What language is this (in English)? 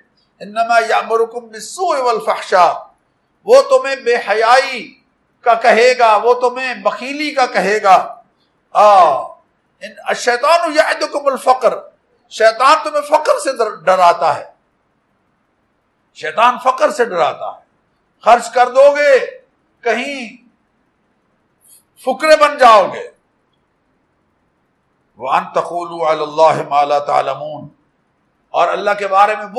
Urdu